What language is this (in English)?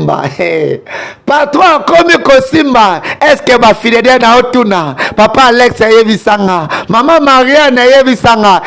Lingala